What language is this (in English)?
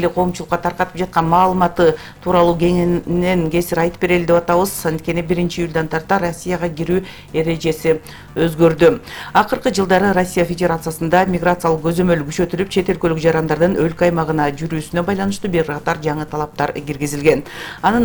Kyrgyz